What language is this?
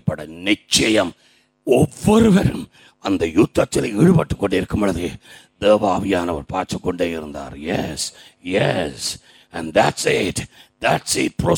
Tamil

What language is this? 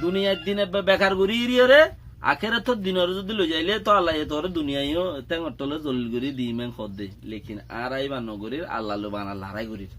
Rohingya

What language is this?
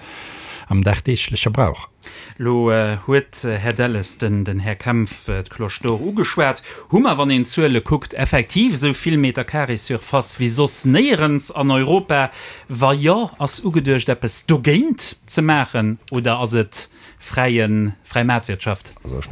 Luxembourgish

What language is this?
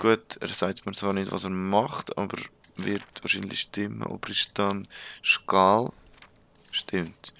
Swiss German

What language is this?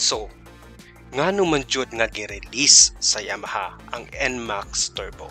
Cebuano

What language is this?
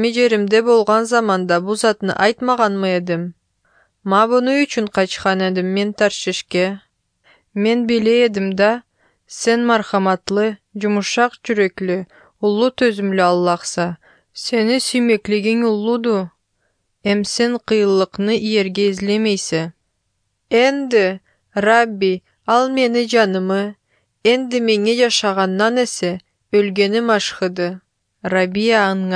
Kyrgyz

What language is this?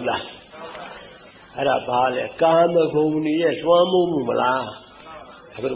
Burmese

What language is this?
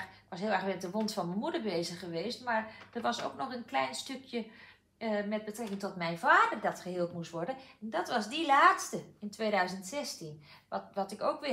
Dutch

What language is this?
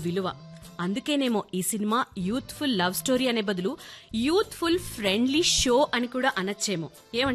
Telugu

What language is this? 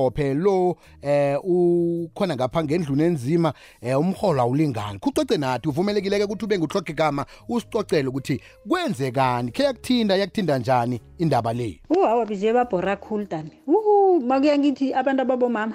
South Ndebele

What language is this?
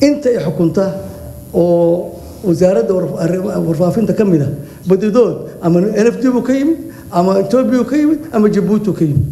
Somali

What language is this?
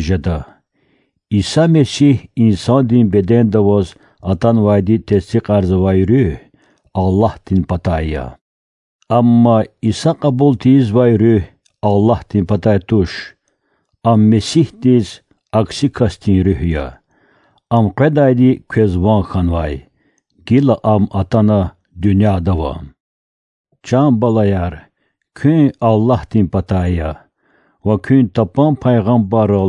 Lezghian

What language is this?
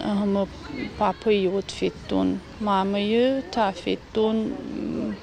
Ossetic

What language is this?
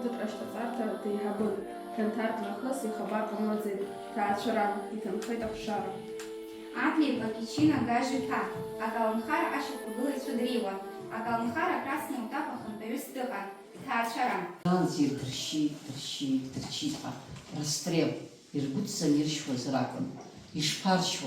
Abkhazian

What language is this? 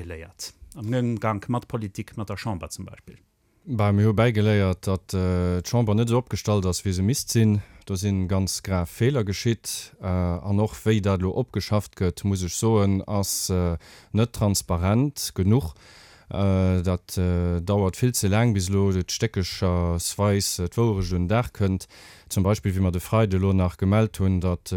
Luxembourgish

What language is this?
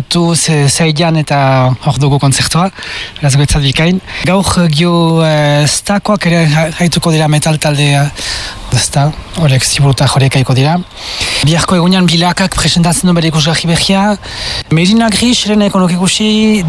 Basque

